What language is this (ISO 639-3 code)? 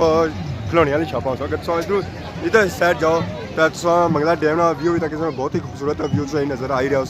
phr